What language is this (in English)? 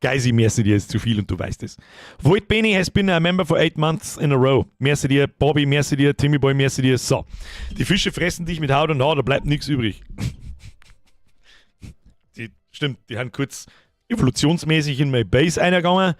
Bavarian